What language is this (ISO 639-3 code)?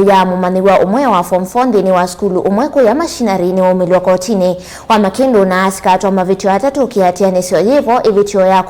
kam